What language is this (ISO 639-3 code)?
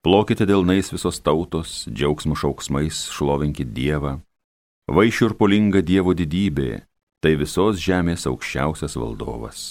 lit